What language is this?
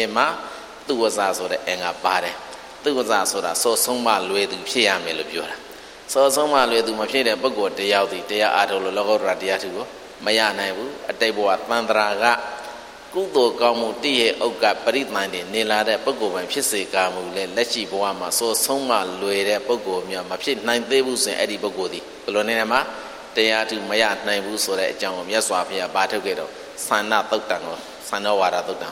Burmese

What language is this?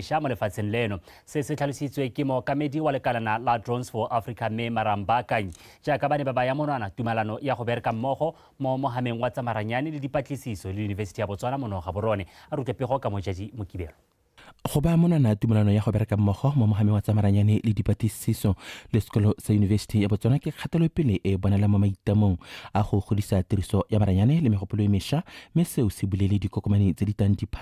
Tswana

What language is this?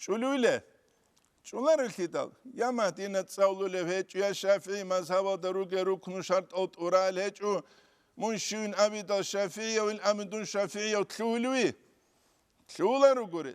Avaric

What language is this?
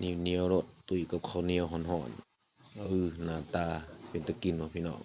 Lao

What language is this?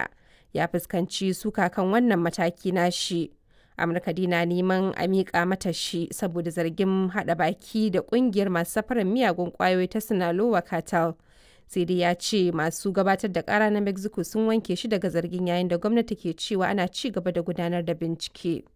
Hausa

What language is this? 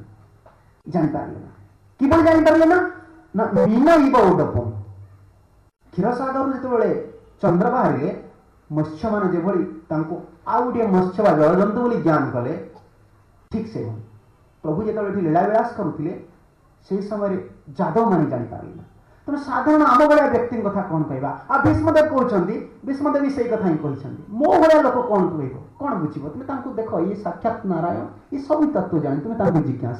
Odia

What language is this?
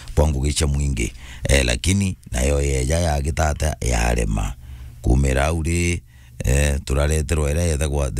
Meru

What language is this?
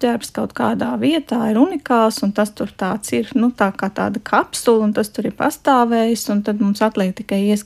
Latvian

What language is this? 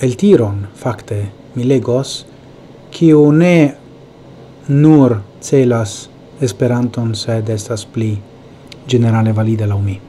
Esperanto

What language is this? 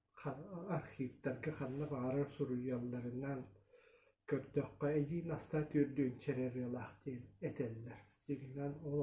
Yakut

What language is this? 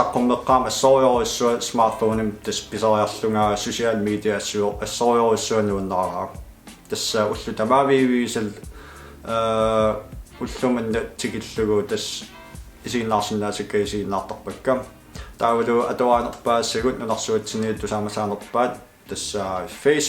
Kalaallisut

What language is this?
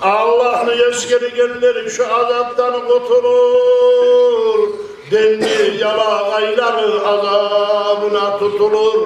Kumyk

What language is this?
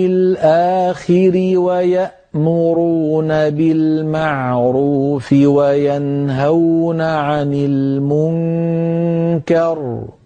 Arabic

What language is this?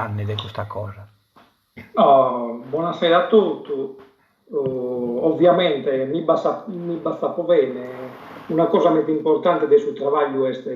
Sardinian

